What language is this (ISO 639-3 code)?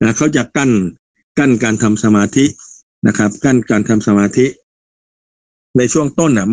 tha